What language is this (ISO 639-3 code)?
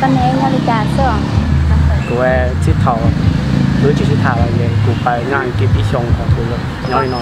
hmn